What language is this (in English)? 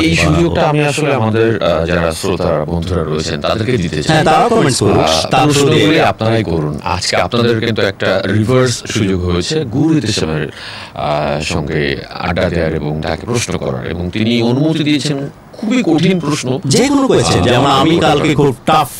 Bangla